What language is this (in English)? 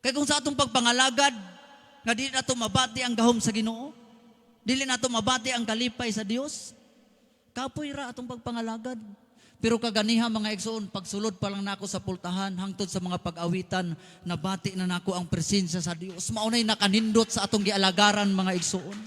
Cebuano